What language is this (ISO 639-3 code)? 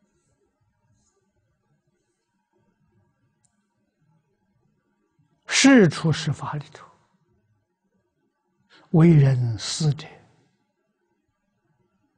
zho